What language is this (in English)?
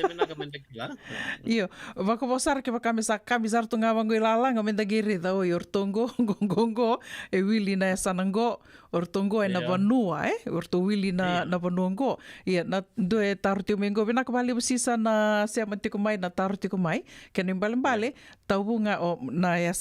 Fijian